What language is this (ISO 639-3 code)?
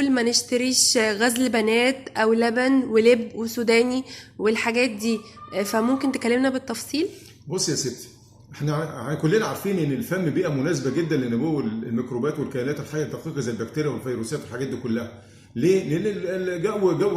arz